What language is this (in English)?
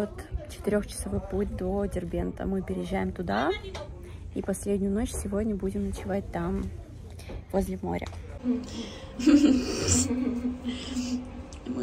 Russian